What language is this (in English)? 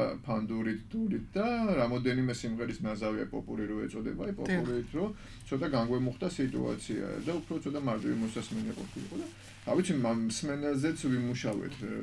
Georgian